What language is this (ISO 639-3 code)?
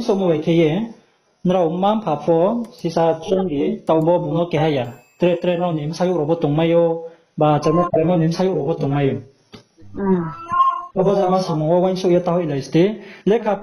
ria